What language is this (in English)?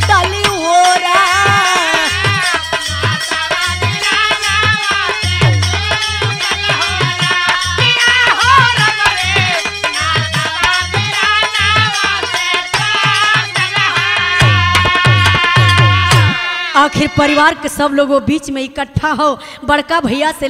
Bhojpuri